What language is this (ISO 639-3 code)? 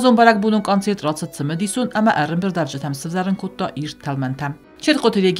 oss